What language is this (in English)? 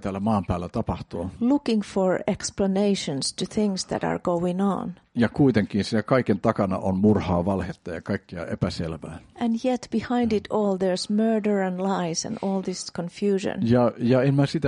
Finnish